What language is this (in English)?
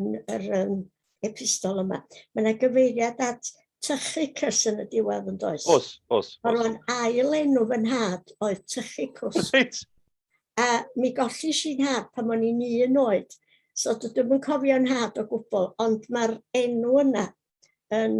Welsh